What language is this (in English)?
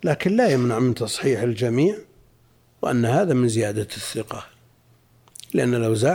Arabic